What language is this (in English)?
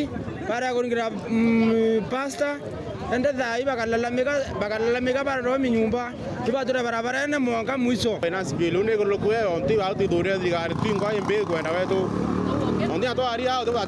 Meru